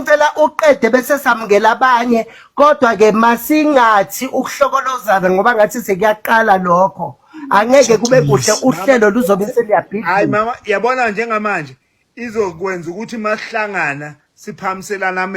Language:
Zulu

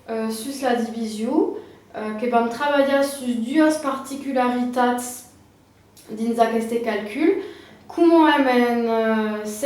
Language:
Occitan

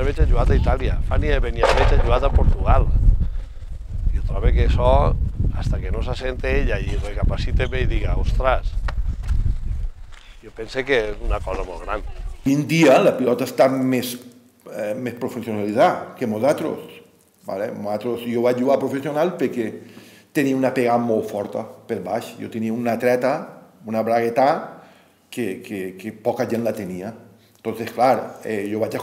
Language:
Catalan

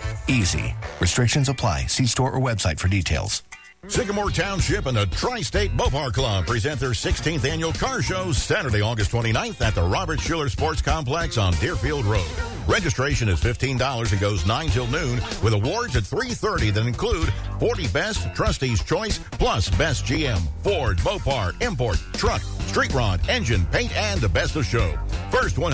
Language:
English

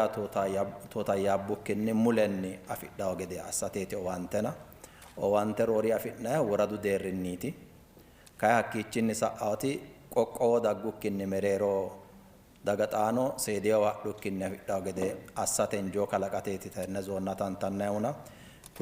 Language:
Sidamo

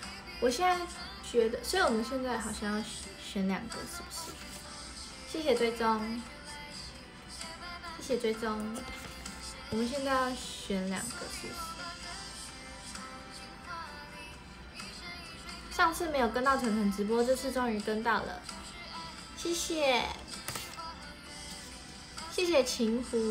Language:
Chinese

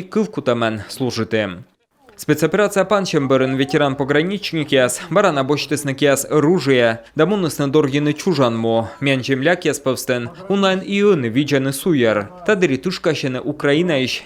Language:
Komi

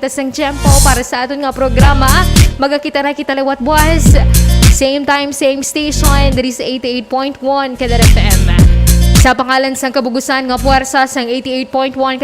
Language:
Hiligaynon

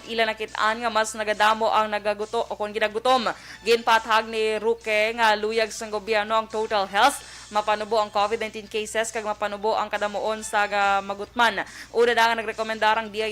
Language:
Hiligaynon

